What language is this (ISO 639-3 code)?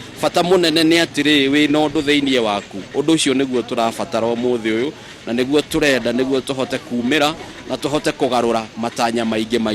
kik